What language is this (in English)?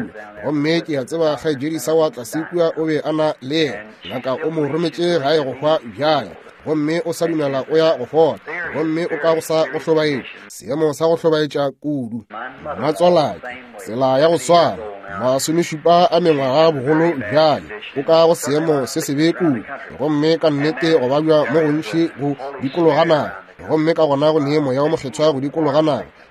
Northern Sotho